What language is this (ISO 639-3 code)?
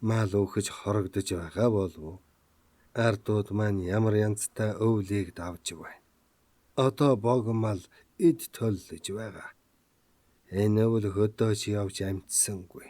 mon